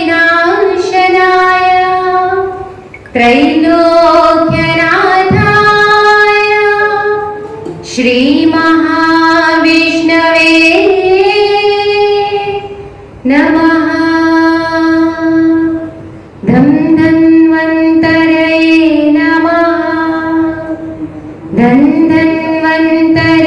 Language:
Kannada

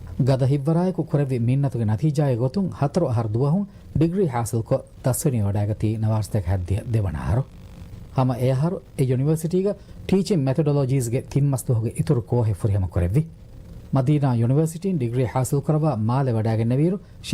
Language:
Divehi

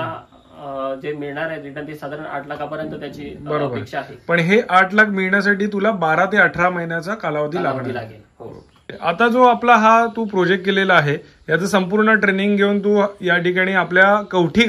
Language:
Marathi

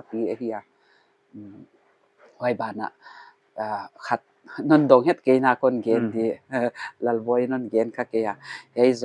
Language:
Paite Chin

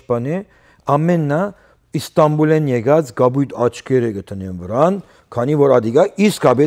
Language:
Western Armenian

